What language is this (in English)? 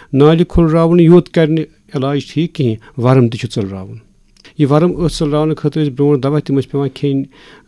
Kashmiri